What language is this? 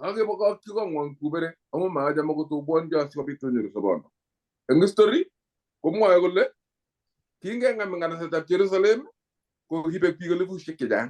Kalenjin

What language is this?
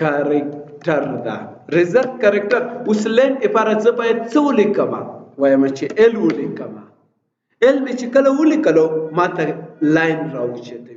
Pashto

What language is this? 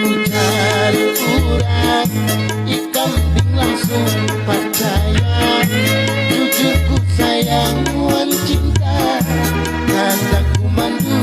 Banjar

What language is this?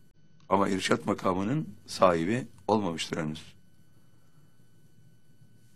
Turkish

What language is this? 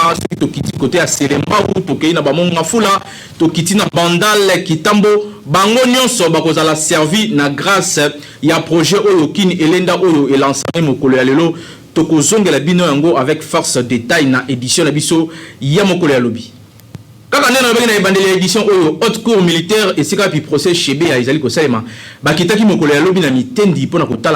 Lingala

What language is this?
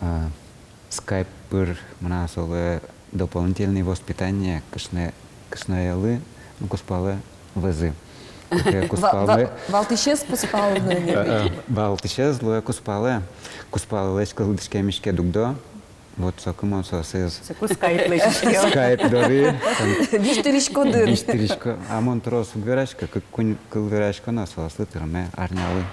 Udmurt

